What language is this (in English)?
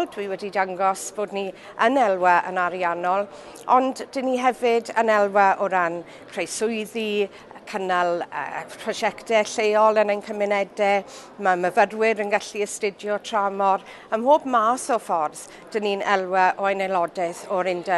Welsh